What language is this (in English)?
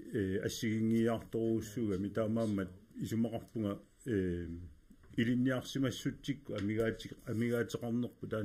Kalaallisut